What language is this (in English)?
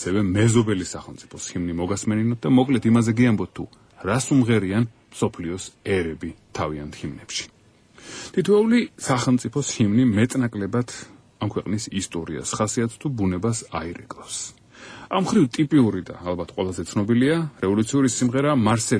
Georgian